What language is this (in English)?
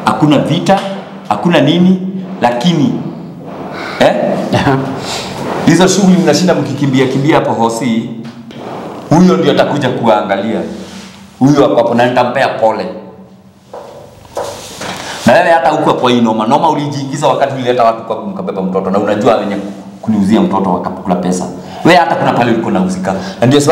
Swahili